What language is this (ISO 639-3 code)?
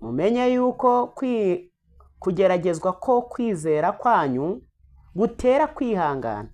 kin